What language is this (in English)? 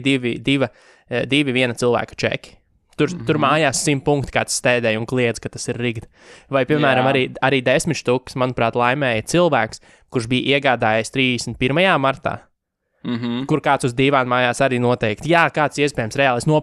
Latvian